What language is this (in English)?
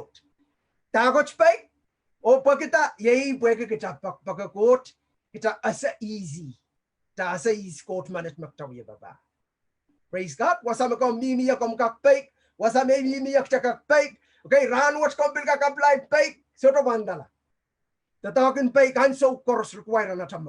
Pohnpeian